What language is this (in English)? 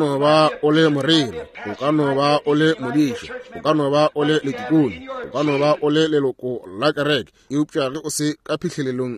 Northern Sotho